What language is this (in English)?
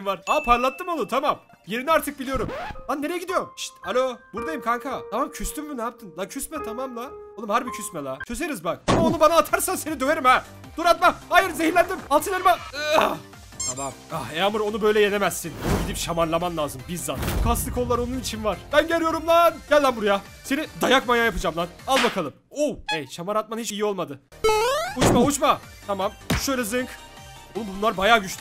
Turkish